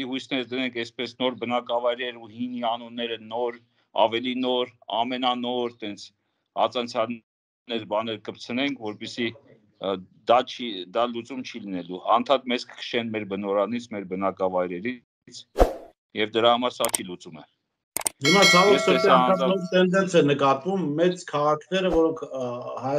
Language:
Armenian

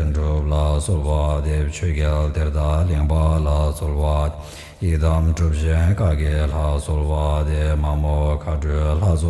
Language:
Tibetan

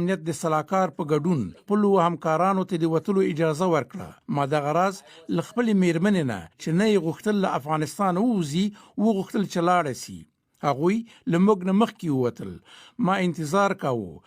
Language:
Pashto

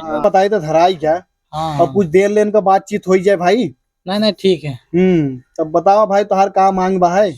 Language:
Awadhi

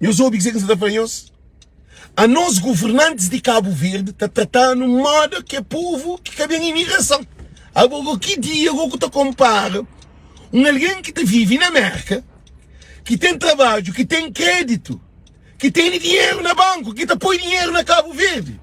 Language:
Kabuverdianu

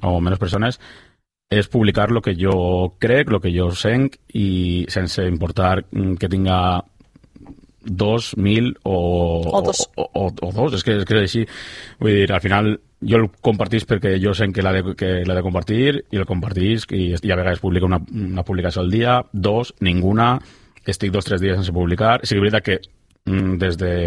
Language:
Catalan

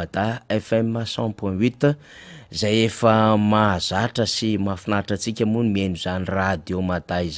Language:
Malagasy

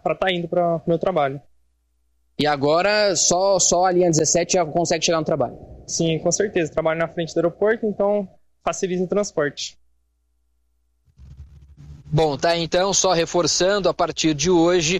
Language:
Portuguese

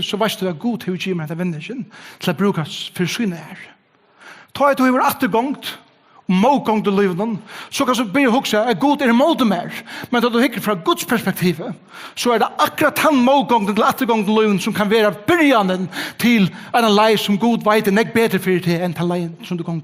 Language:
Faroese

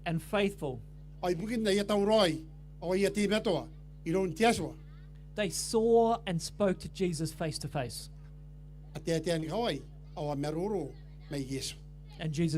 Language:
Gilbertese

